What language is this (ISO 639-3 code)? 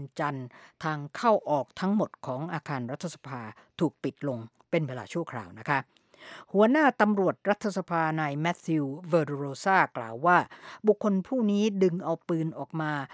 tha